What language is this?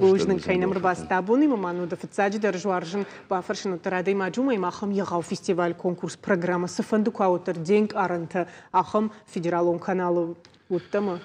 Ossetic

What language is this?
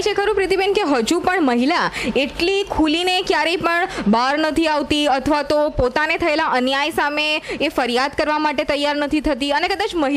Gujarati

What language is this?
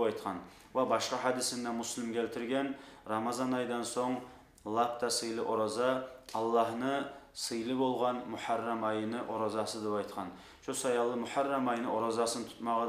Kumyk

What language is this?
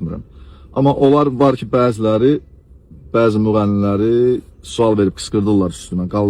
Azerbaijani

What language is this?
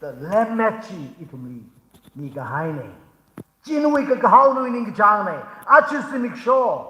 Tangkhul Naga (India)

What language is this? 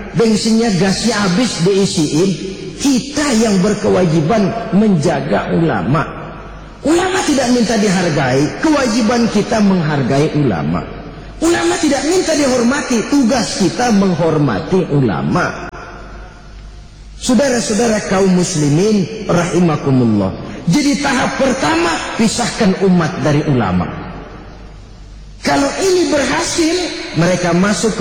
Indonesian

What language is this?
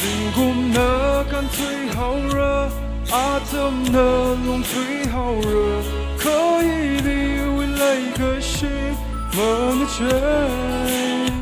Tangkhul Naga (India)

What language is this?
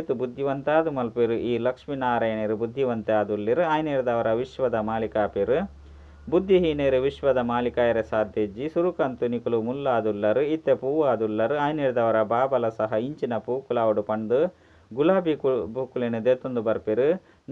Tulu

